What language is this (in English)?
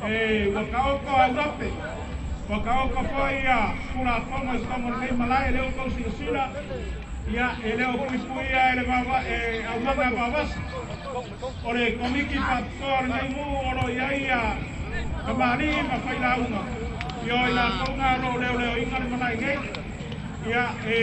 Samoan